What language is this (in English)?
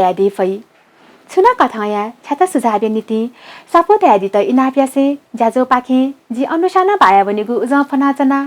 Newari